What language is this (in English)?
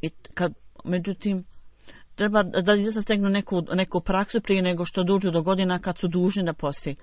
Bosnian